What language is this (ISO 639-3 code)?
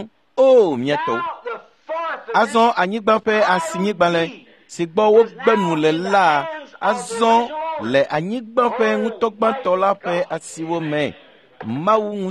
ewe